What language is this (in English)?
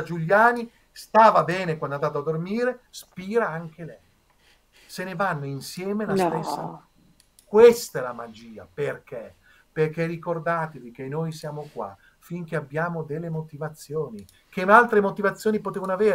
Italian